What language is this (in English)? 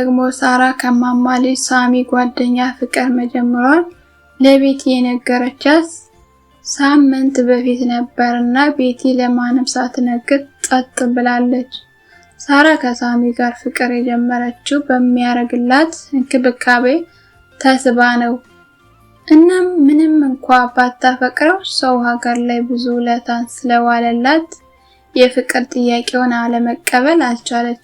Amharic